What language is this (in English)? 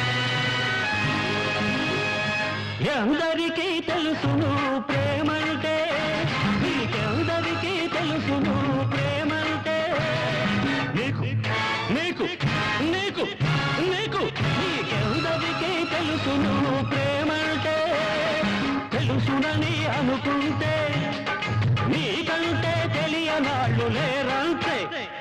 Telugu